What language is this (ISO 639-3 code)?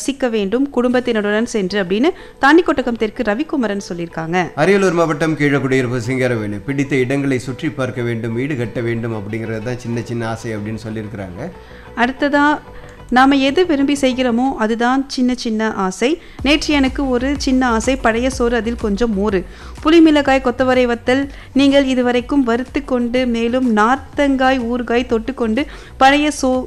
tam